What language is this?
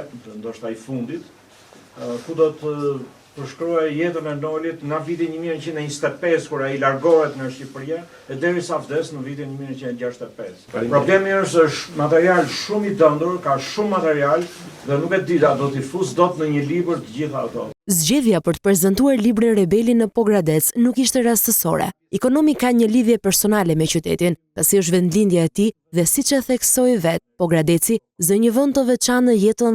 Albanian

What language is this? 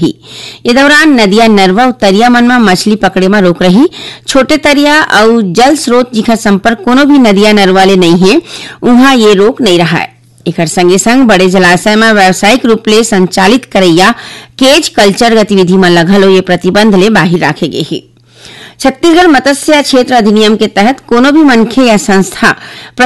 Chhattisgarhi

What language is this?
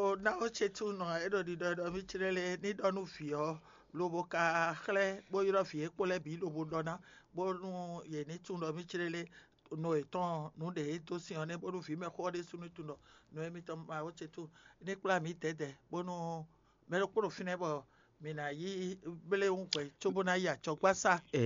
Fon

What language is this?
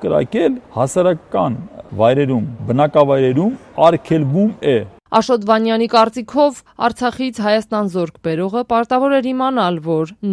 Armenian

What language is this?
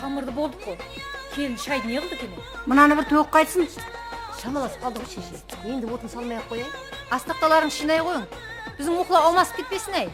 Kara-Kalpak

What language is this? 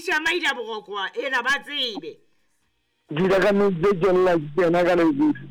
Southern Sotho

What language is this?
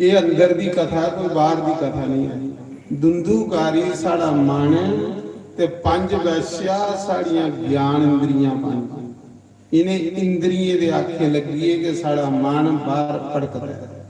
Dogri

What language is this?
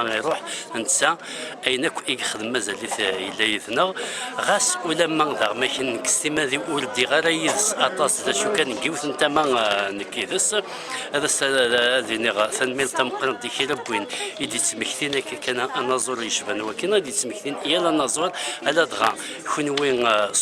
Kabyle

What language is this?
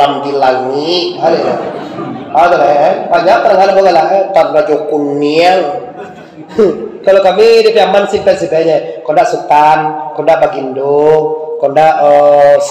Minangkabau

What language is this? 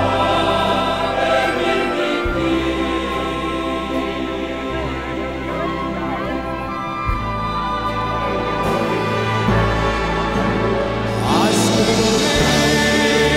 Icelandic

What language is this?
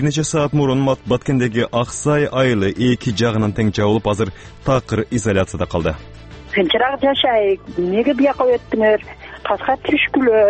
Kyrgyz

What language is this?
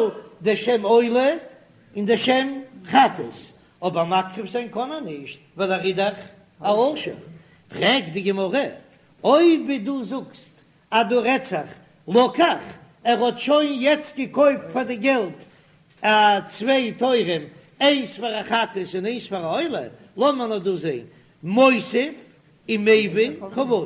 Yiddish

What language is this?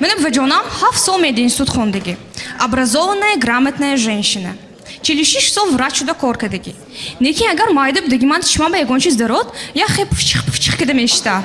Tajik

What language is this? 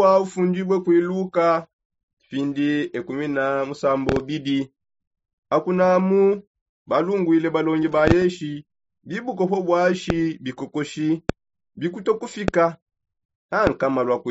Songe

